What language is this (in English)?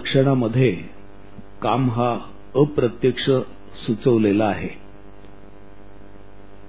Marathi